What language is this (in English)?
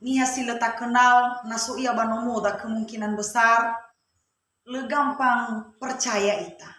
Nias